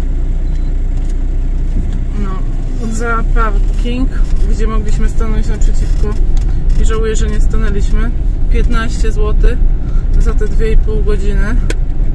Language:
Polish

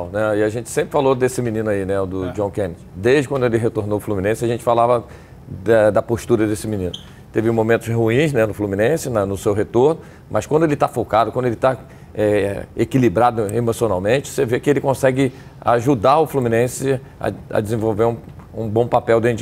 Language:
Portuguese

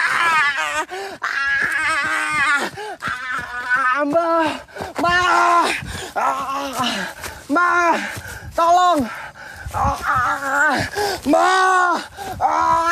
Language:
Indonesian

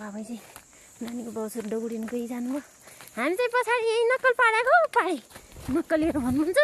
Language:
Nepali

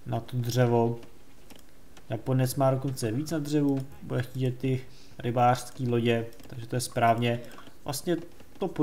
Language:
Czech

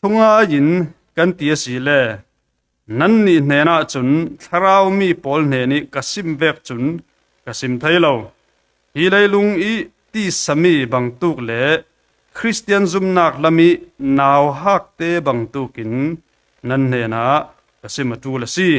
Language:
Falam Chin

